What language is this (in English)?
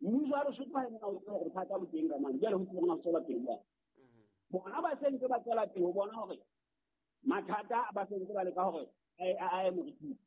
Southern Sotho